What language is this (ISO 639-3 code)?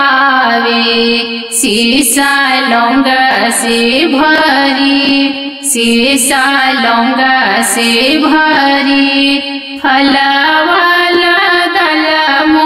bho